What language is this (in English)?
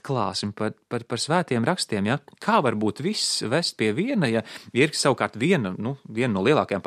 Latvian